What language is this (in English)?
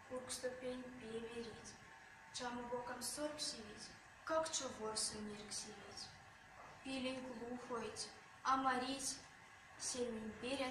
Erzya